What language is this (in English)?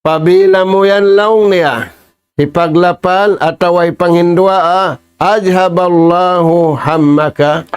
Tausug